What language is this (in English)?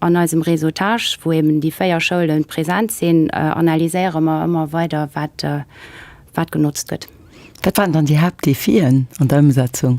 Luxembourgish